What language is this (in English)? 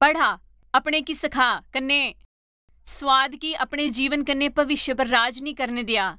Dogri